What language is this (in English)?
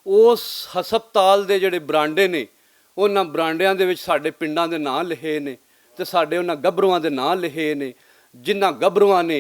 Western Panjabi